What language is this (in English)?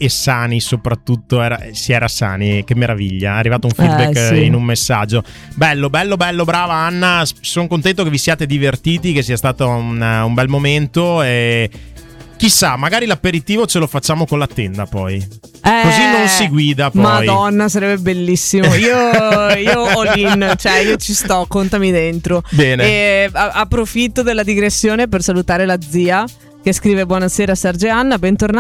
Italian